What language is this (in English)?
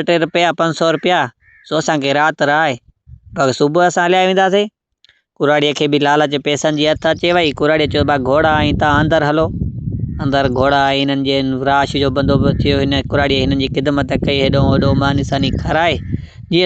Sindhi